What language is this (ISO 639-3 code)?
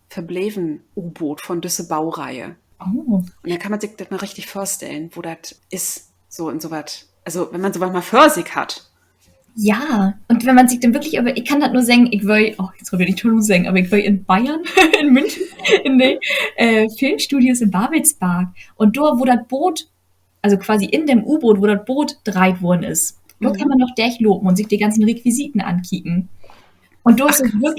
nds